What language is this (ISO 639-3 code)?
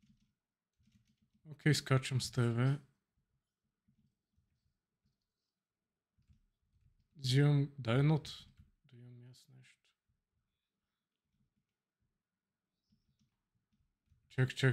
bul